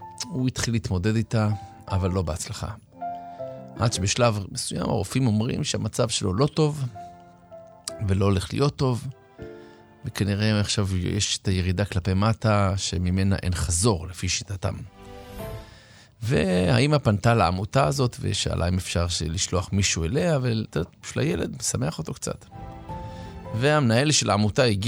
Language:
Hebrew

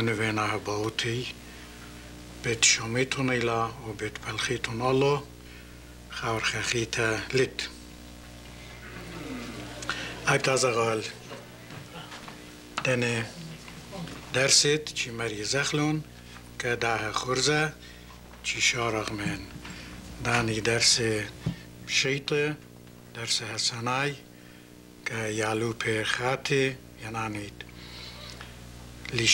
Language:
Assyrian Neo-Aramaic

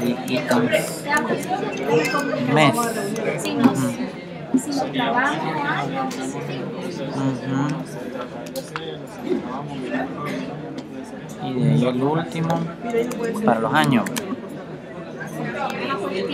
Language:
Spanish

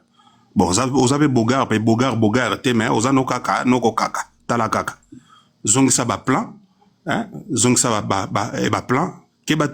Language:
Lingala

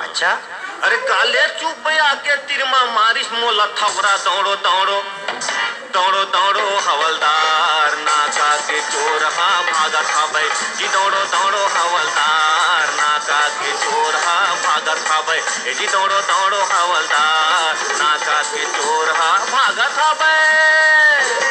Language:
Chhattisgarhi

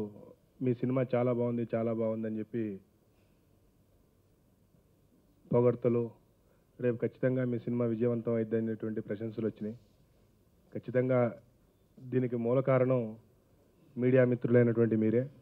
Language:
Telugu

